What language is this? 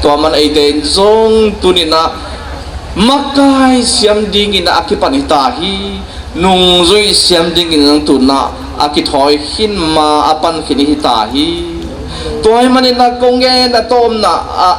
Tedim Chin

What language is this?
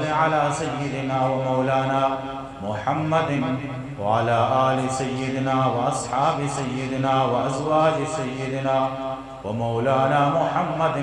Eastern Balochi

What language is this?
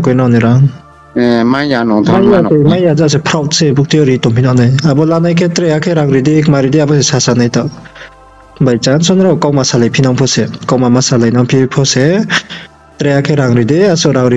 Riang (India)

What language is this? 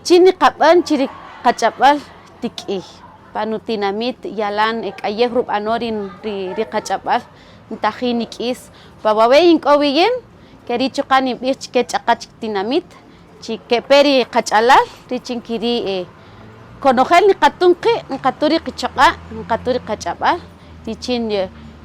Kaqchikel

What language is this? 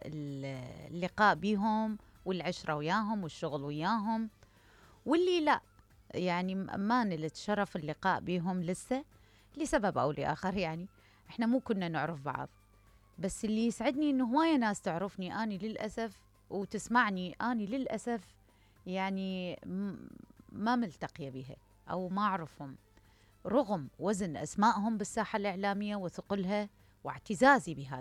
Mesopotamian Arabic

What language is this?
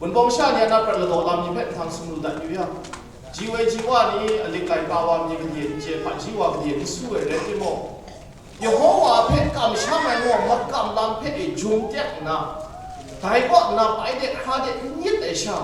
Kachin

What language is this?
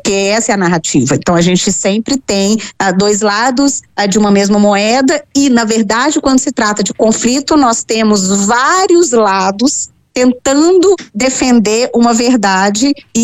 Portuguese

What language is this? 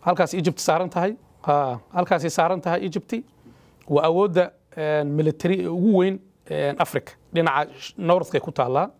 Somali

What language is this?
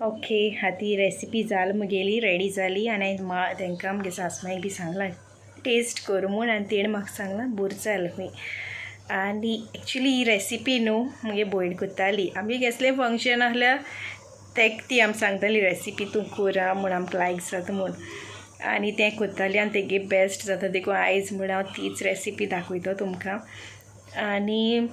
Konkani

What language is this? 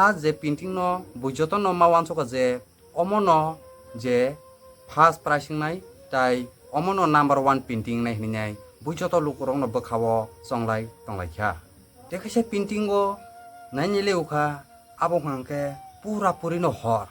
Kok Borok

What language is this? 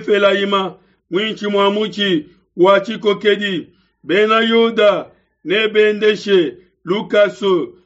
Luba-Lulua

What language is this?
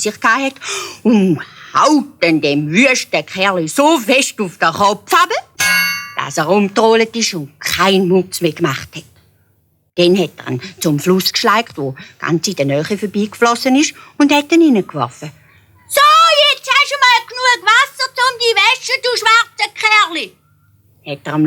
Swiss German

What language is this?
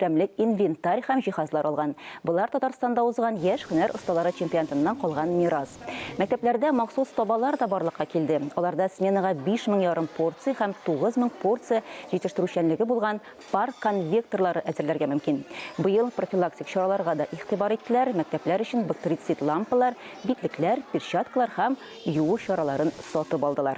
Tatar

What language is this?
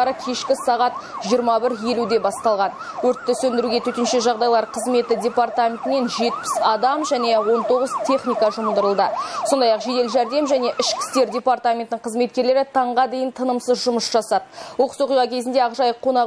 Kazakh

